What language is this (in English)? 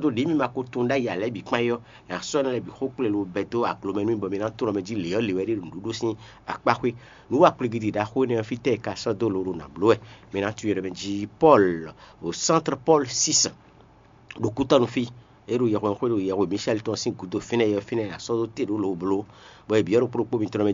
Fon